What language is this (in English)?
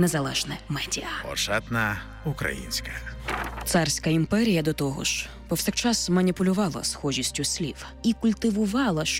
Ukrainian